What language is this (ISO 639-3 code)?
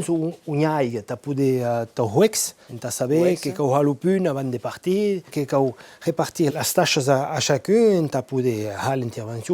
oci